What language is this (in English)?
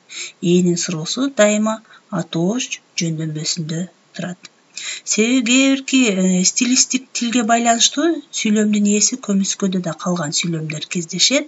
Kyrgyz